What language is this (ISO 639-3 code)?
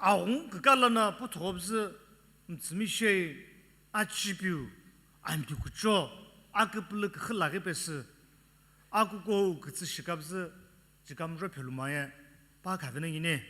nsm